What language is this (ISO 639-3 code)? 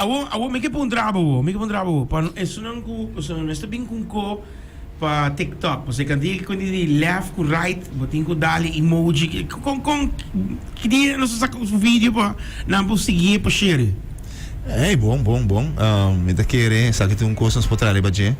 pap